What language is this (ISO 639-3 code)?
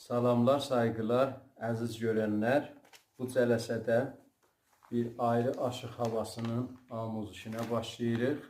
azb